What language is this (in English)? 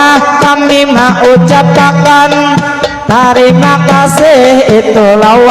Banjar